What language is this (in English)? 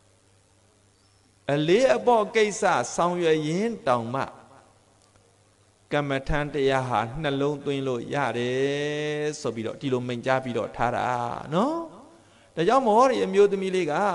Burmese